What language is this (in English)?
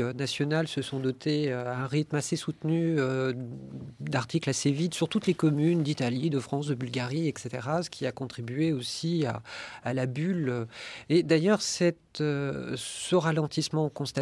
French